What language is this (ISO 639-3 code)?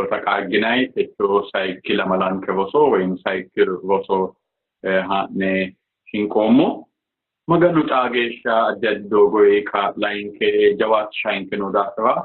sid